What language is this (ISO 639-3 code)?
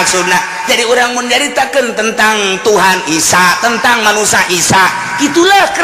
sun